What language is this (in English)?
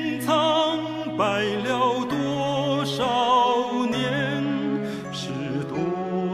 Chinese